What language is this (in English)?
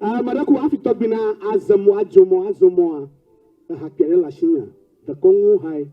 Ewe